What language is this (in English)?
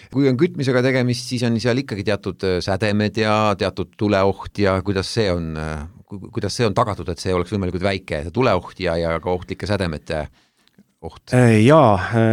Estonian